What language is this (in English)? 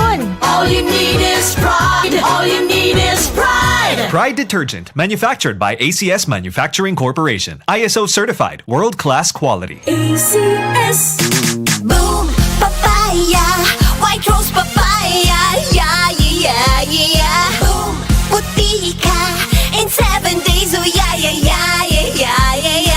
Bikol